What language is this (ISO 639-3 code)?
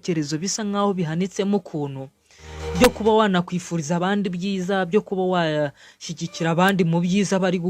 kin